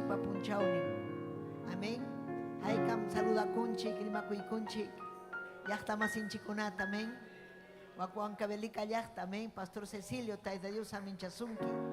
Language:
Ayacucho Quechua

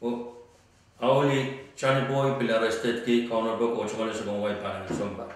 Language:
Pohnpeian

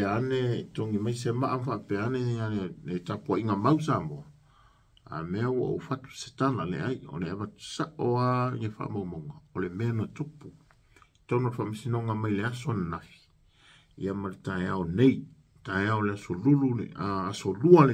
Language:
Samoan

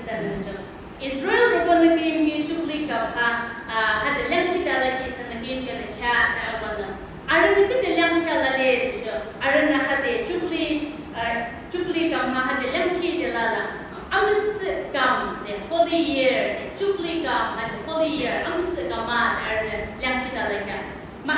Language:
Yimchungru Naga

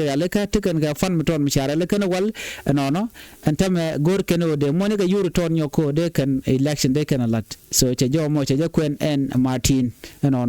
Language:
Nuer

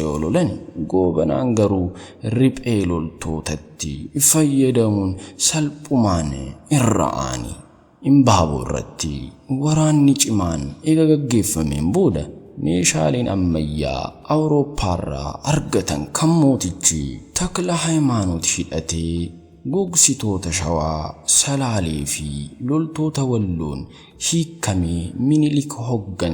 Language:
Oromo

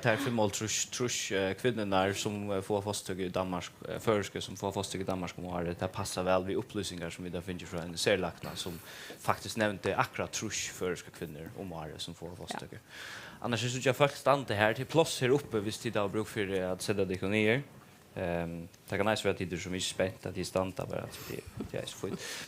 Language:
Faroese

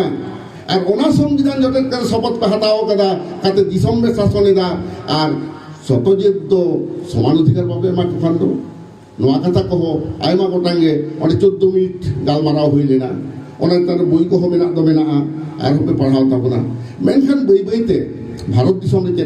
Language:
Santali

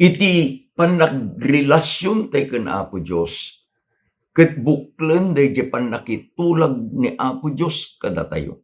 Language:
Iloko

